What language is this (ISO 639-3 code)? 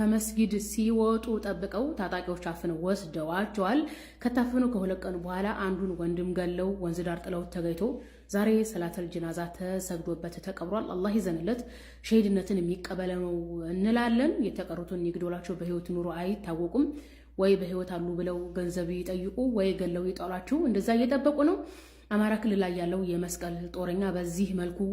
amh